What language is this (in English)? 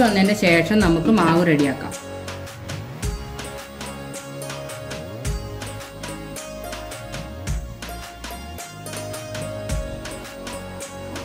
Malayalam